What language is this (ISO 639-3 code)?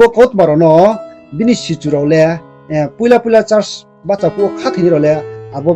ria